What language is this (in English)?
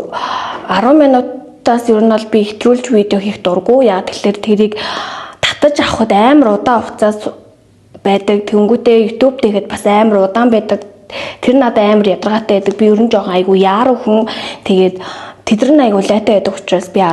Mongolian